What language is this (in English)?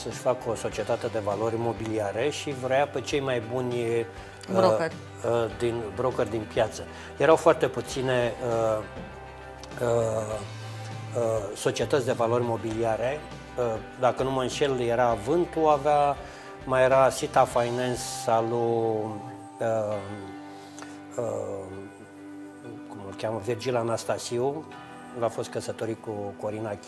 Romanian